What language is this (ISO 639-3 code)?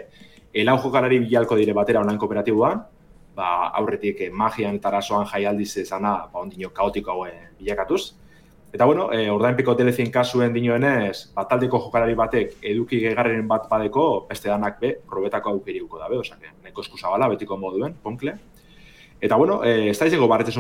eus